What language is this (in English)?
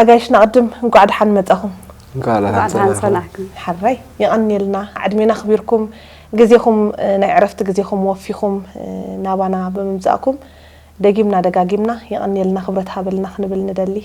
Tigrinya